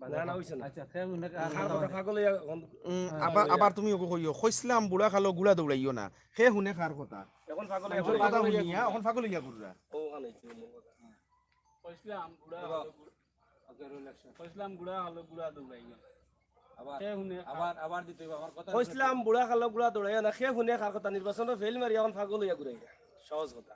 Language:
Sylheti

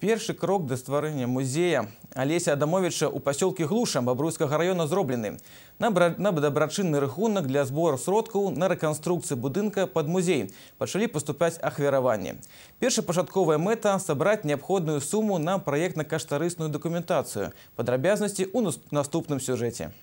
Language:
Belarusian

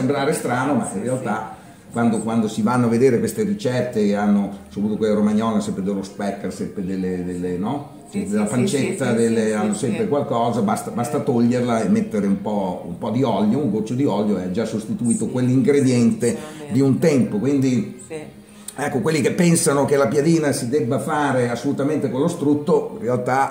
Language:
Italian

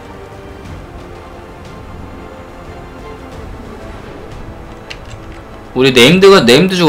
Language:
Korean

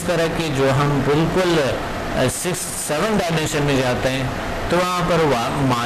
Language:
Urdu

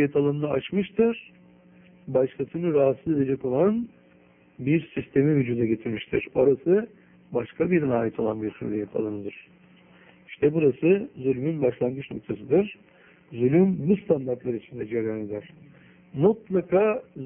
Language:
Turkish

